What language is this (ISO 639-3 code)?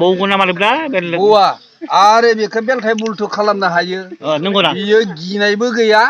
brx